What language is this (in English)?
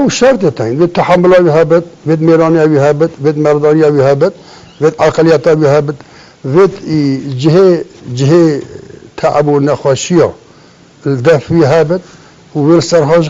Kurdish